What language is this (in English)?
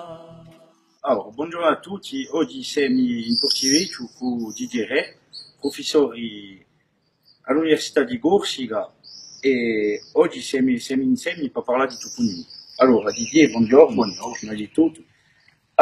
Corsican